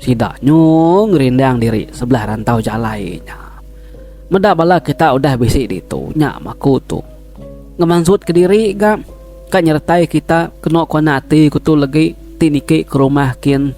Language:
Iban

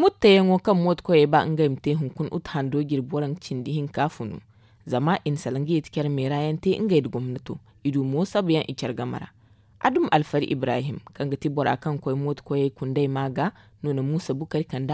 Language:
Zarma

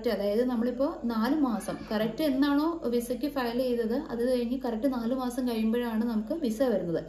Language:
Malayalam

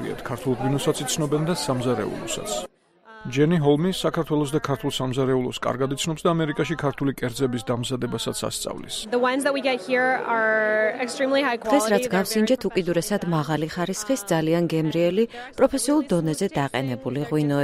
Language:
Georgian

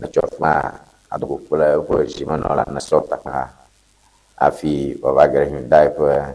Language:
Ewe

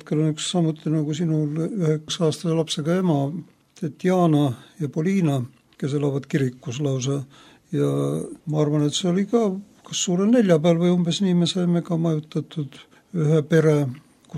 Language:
Estonian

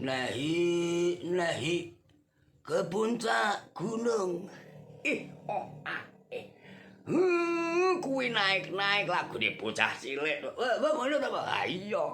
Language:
Javanese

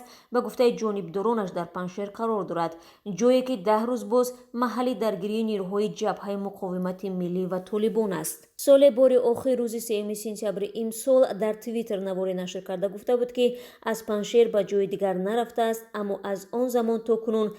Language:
Tajik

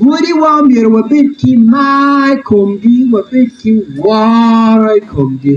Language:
Acoli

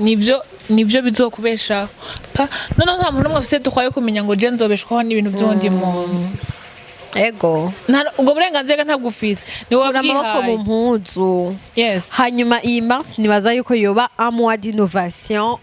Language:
Rundi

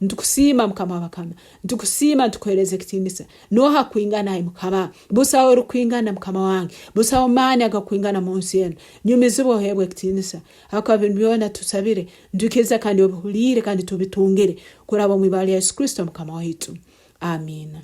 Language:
Nyankole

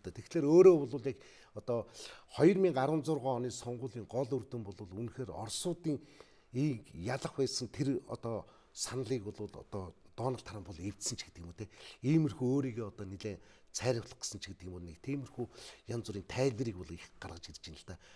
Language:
Mongolian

